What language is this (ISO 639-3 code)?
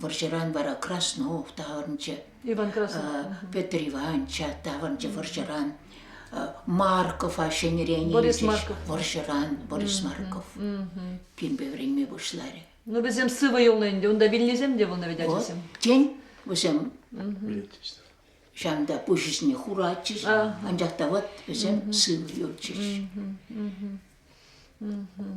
chv